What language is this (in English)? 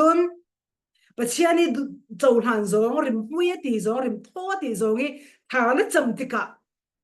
Falam Chin